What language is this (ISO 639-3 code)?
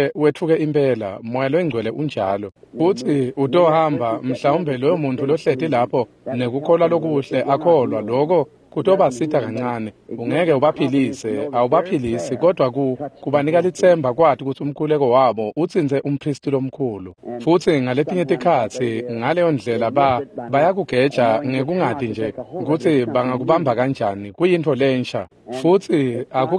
ssw